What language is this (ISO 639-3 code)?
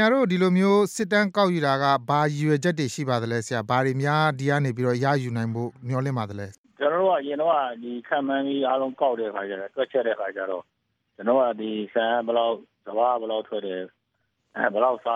mya